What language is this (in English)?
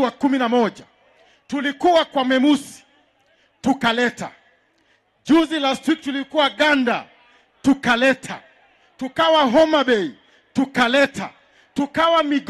Swahili